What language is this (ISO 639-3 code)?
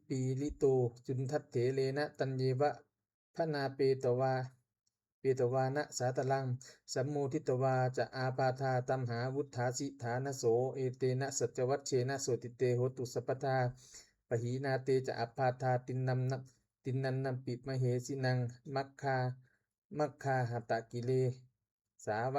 pli